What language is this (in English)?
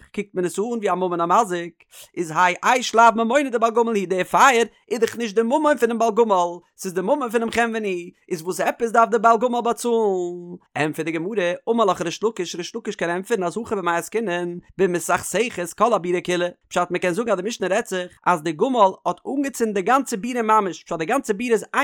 Yiddish